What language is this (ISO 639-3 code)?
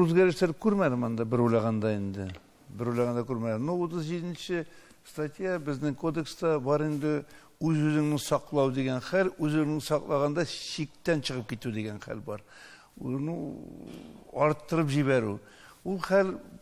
tat